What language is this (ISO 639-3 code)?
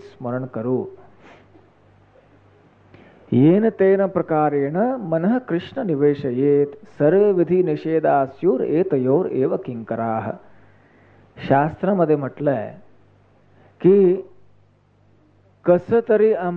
mar